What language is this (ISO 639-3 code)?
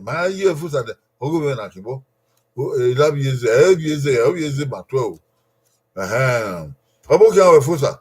bin